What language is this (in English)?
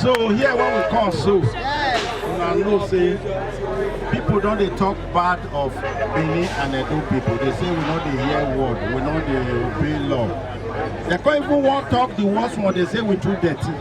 Nigerian Pidgin